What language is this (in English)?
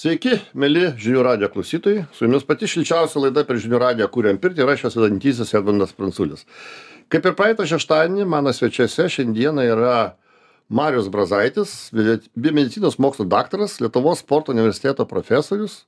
Lithuanian